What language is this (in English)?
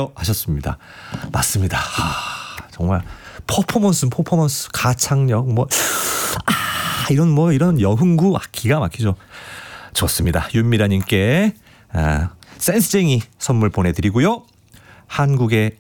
Korean